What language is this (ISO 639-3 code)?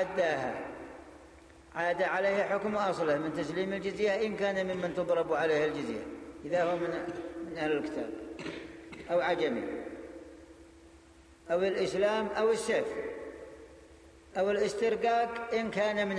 ara